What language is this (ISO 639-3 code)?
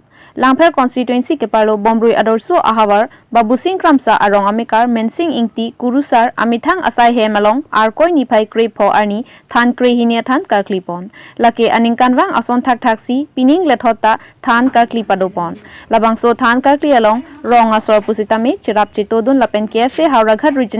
mjw